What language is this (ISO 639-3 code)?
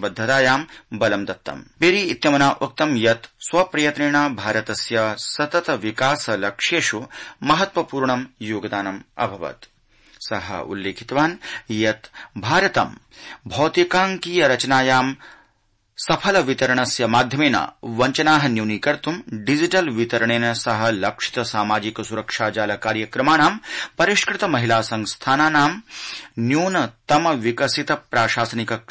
san